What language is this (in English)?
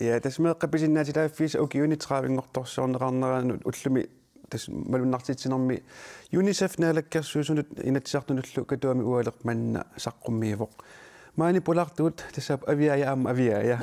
Kalaallisut